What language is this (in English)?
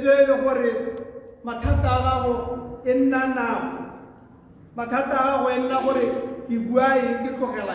Tswana